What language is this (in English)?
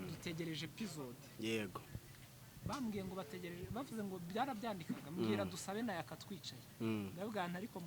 Kinyarwanda